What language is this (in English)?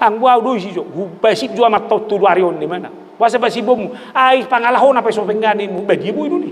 Batak Toba